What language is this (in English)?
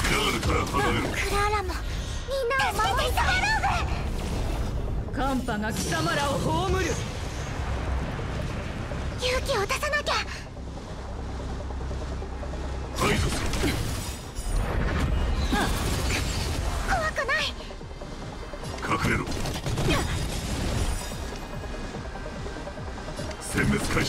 Japanese